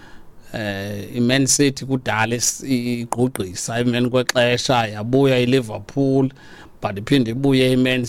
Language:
Xhosa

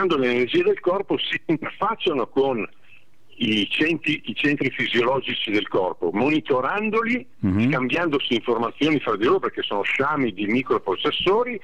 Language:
Italian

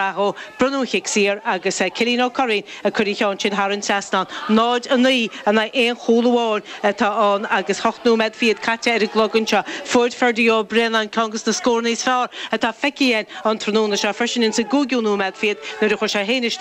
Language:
Irish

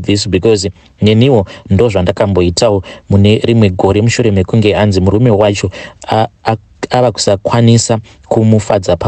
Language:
Shona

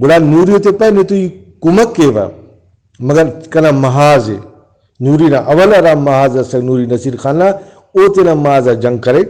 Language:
Brahui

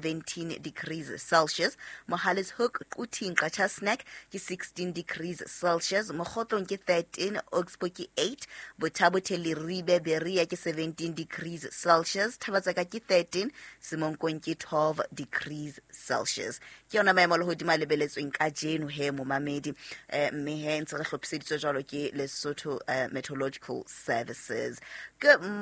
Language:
Southern Sotho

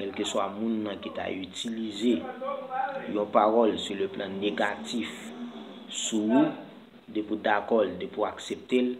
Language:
Haitian Creole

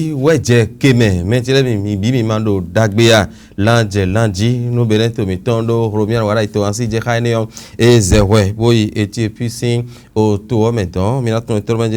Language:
Fon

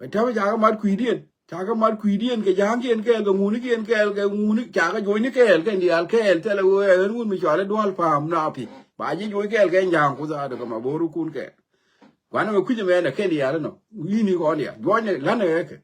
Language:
Nuer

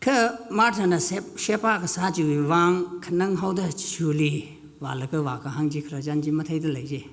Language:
Tangkhul Naga (India)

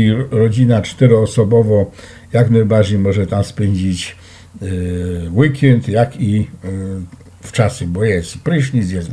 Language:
Silesian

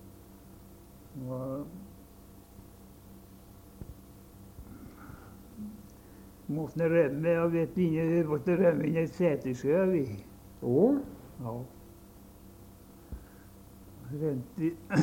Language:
Norwegian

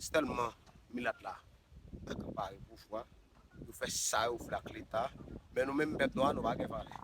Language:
Haitian Creole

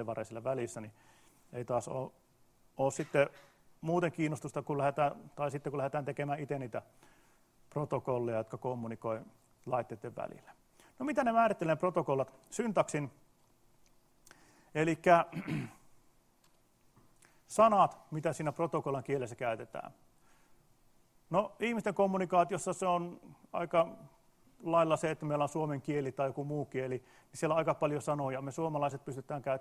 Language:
Finnish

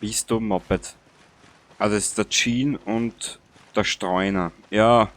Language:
Bavarian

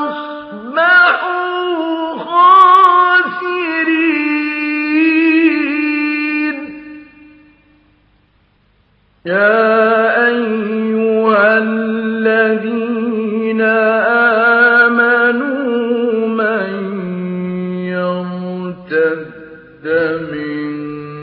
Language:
Arabic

